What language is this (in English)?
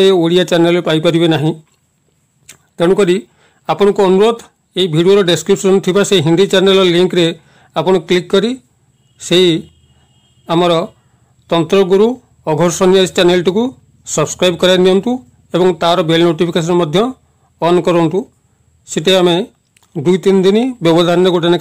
Odia